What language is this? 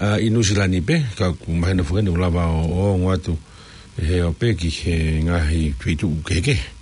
Tongan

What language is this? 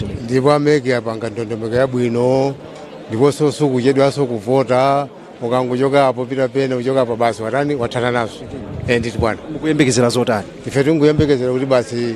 Nyanja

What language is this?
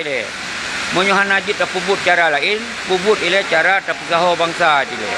Achinese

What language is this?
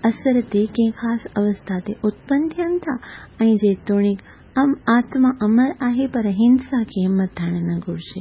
Sindhi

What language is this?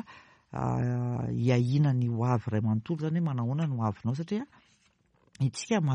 Malagasy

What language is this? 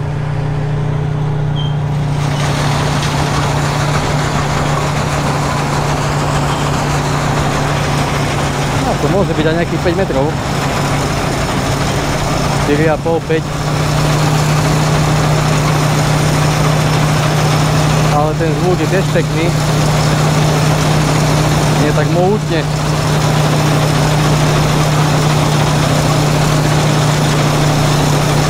Slovak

